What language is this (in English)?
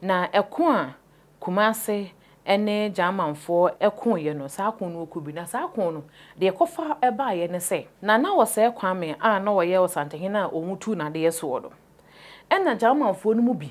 Akan